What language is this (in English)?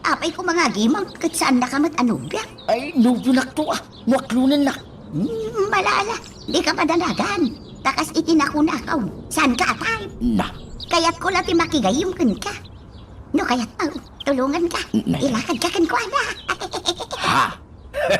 Iloko